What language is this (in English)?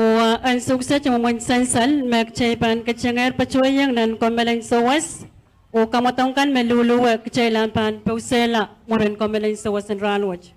Pohnpeian